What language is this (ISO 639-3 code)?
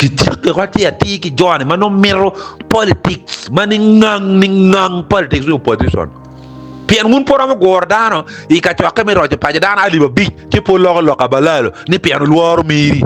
ach